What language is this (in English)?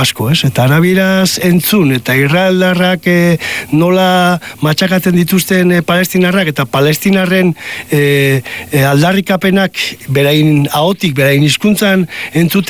Basque